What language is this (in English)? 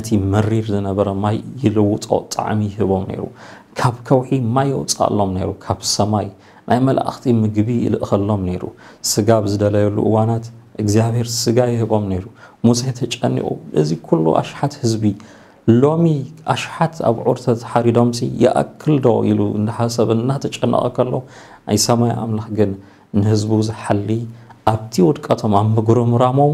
Tigrinya